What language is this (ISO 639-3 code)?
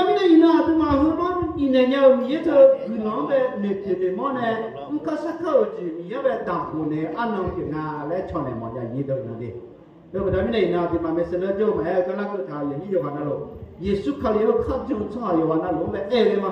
ahk